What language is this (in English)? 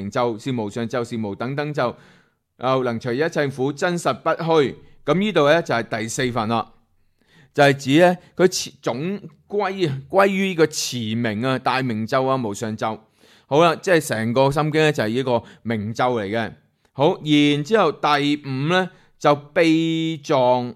Cantonese